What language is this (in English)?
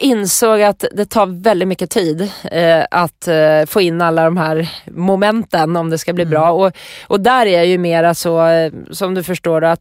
Swedish